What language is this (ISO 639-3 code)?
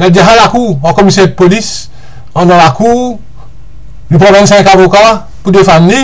mfe